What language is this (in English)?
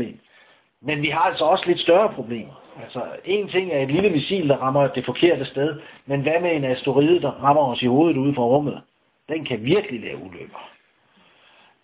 Danish